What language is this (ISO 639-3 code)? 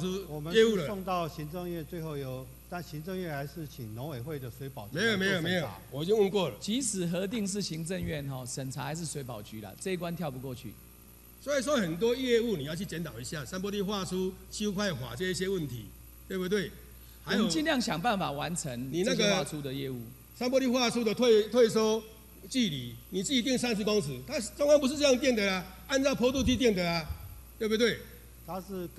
zho